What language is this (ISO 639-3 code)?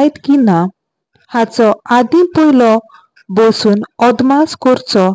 kok